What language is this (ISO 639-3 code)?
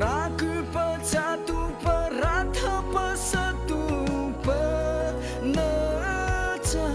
mrh